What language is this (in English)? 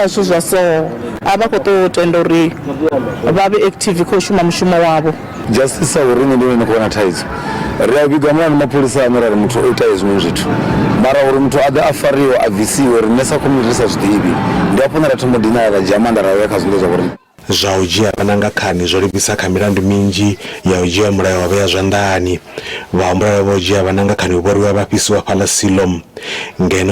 Venda